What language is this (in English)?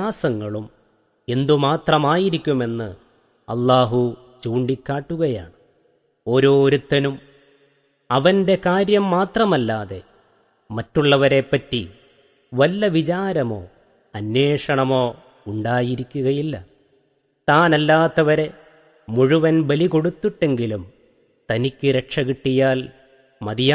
Malayalam